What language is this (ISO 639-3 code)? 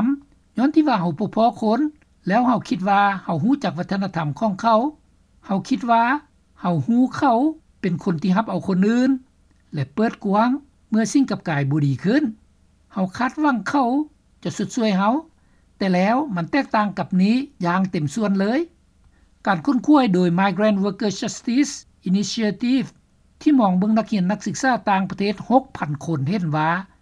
lao